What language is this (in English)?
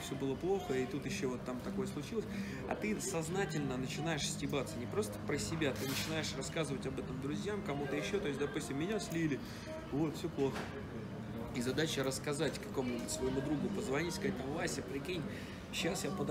Russian